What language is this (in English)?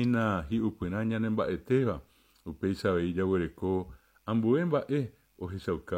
Guarani